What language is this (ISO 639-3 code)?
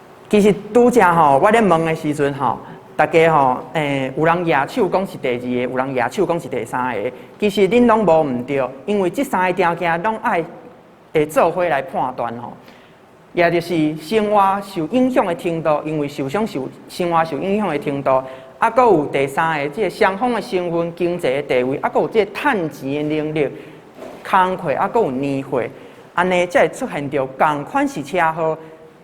nan